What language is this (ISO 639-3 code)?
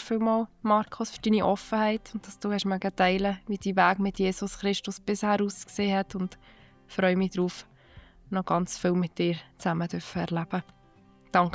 gsw